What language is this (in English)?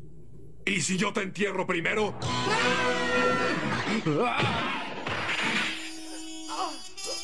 Spanish